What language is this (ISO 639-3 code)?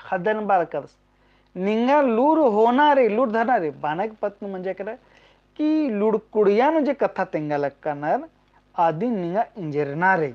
kru